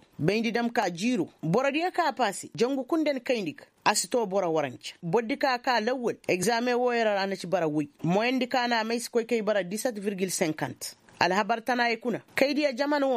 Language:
Koyraboro Senni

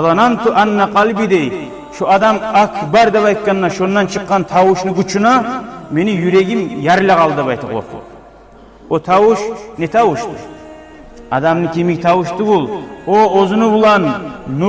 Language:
Kumyk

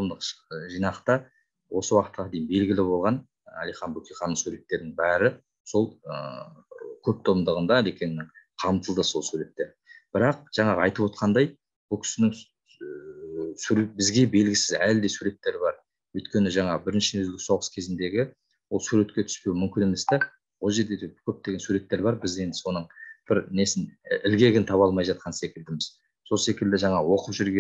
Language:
Kazakh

